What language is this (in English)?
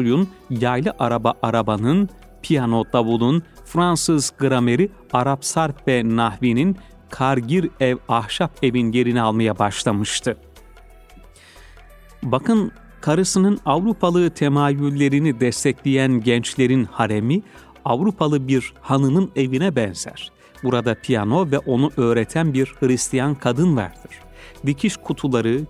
Turkish